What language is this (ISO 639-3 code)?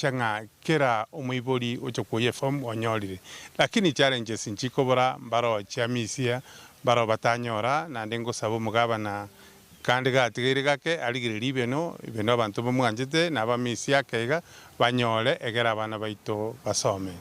guz